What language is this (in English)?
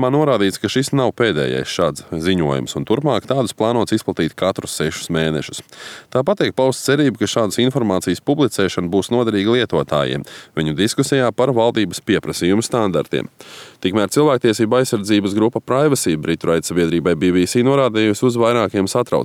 Latvian